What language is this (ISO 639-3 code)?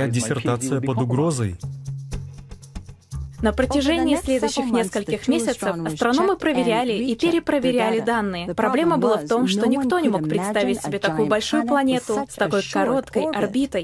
rus